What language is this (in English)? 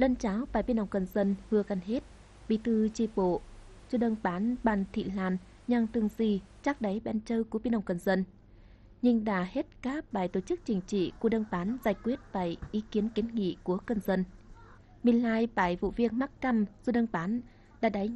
Tày